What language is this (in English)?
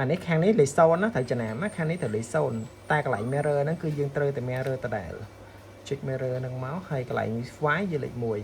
Khmer